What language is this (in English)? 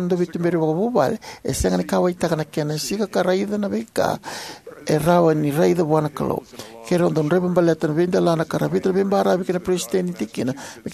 Fijian